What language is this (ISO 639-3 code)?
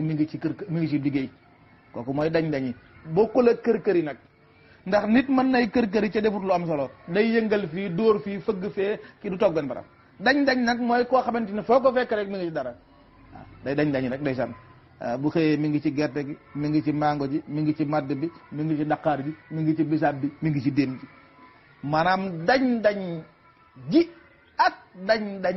wol